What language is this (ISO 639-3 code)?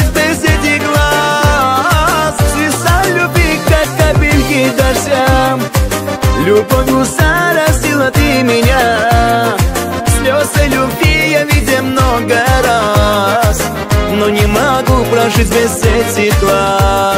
rus